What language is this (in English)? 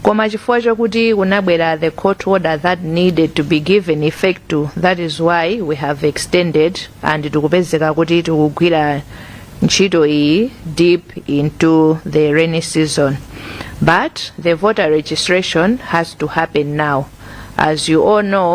Nyanja